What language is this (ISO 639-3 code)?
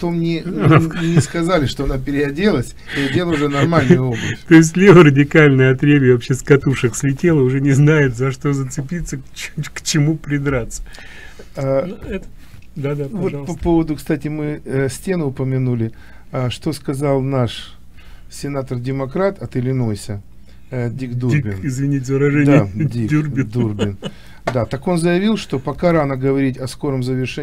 rus